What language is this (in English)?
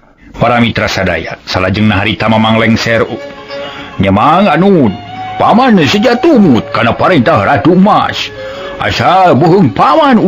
Sundanese